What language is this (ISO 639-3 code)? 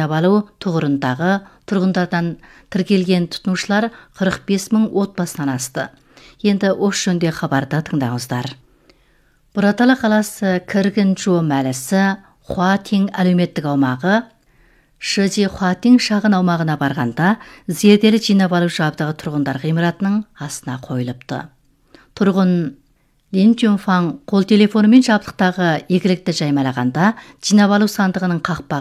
kaz